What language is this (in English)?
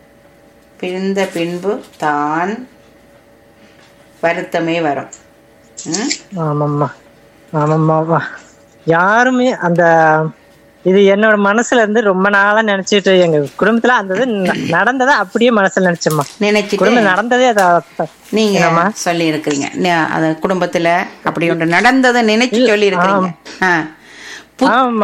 Tamil